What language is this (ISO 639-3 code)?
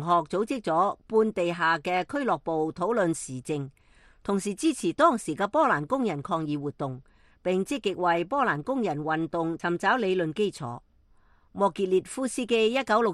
yue